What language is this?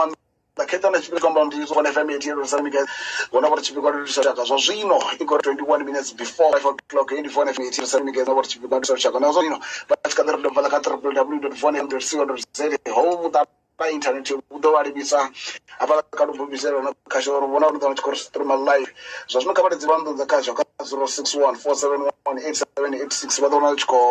Venda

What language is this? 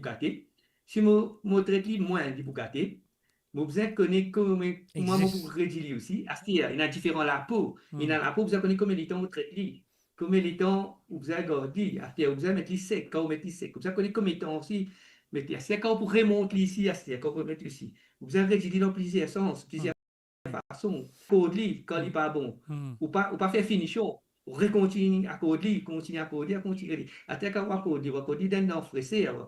Morisyen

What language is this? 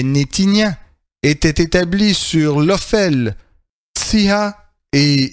French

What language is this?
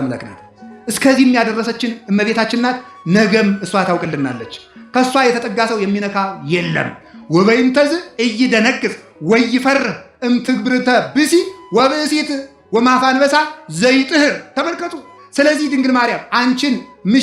Amharic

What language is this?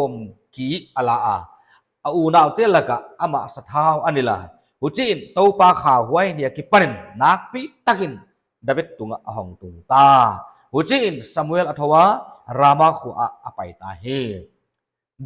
Paite Chin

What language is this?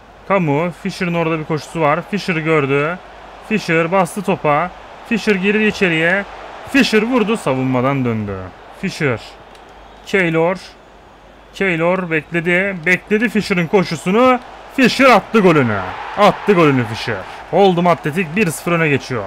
Turkish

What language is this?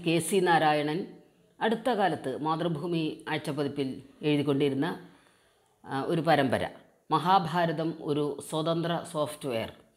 Malayalam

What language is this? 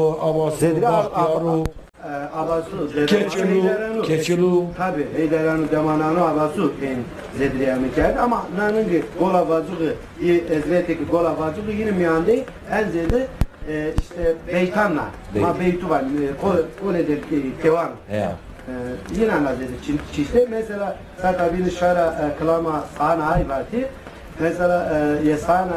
Zaza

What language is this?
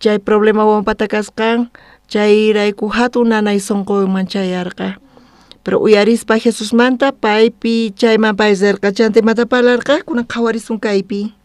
South Bolivian Quechua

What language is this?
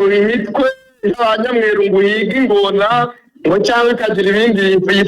Kinyarwanda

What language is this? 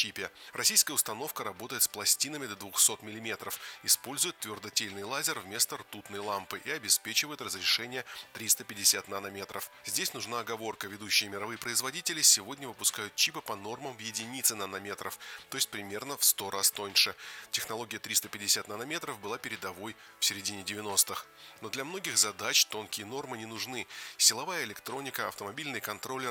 Russian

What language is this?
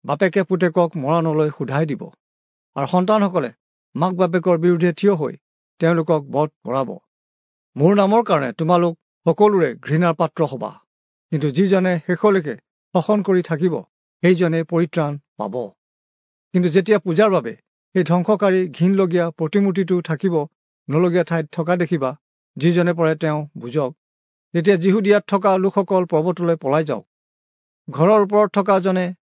Assamese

